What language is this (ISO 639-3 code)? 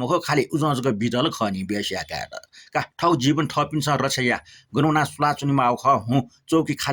new